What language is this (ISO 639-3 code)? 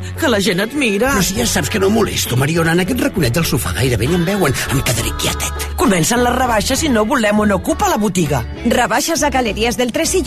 cat